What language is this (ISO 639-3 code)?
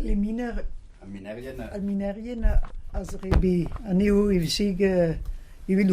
bre